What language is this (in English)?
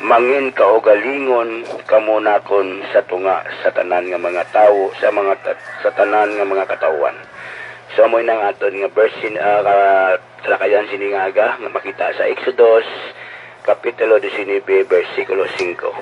Hiligaynon